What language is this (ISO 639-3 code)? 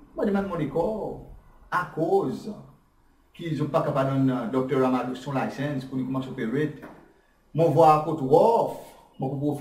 crs